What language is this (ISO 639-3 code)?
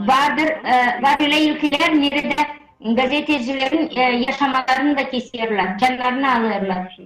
gag